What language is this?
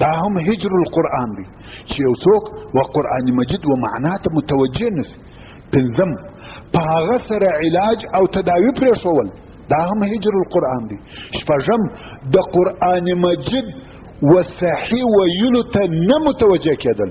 Pashto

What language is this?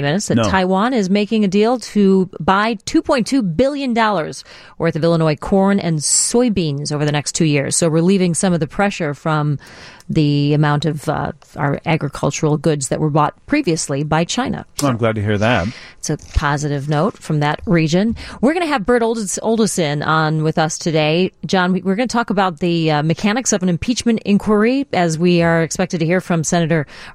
English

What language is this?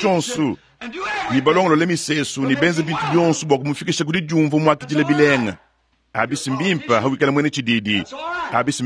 Luba-Lulua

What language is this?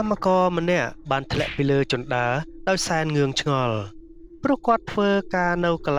Khmer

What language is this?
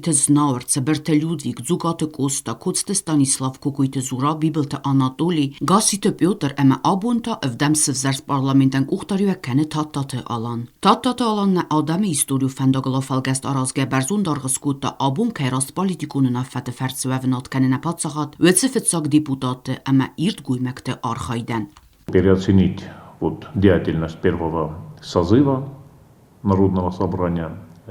Ossetic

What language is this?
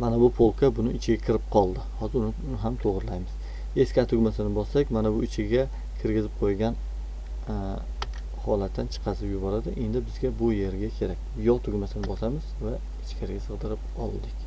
Uzbek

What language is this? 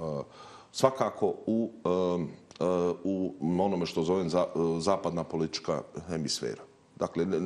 Bosnian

